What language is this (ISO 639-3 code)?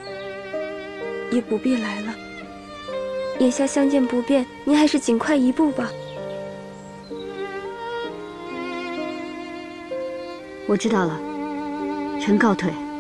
zho